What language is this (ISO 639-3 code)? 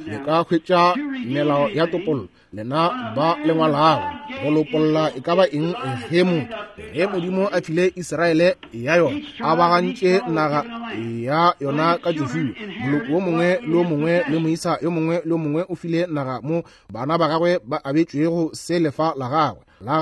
nso